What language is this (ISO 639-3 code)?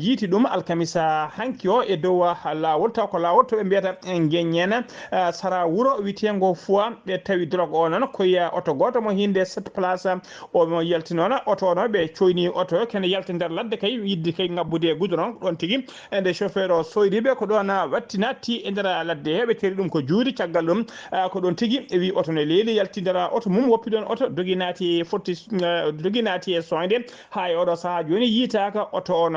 ful